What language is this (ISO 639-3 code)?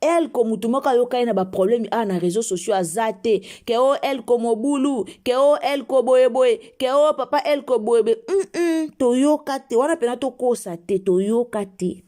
lin